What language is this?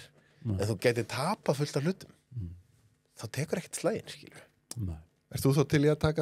Icelandic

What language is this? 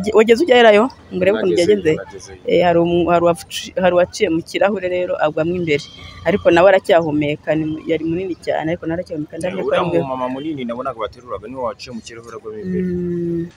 Kinyarwanda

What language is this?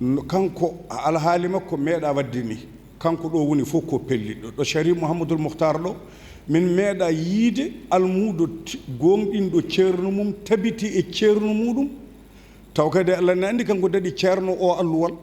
Fula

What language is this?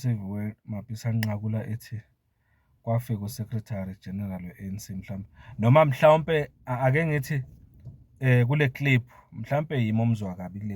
Zulu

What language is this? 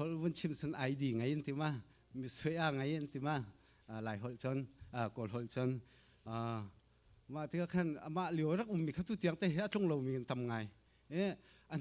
Hakha Chin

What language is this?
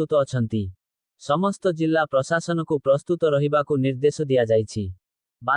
Odia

